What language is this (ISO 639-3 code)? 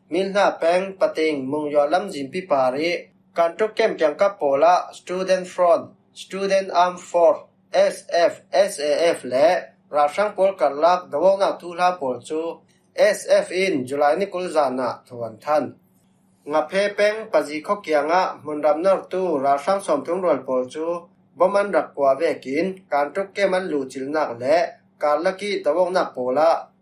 cfm